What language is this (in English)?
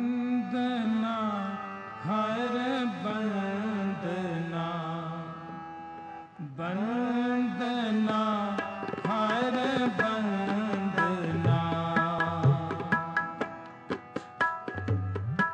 Hindi